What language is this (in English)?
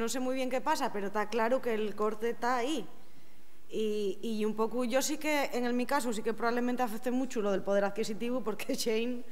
Asturian